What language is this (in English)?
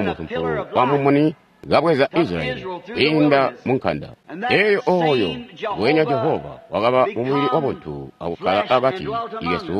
Tonga (Zambia)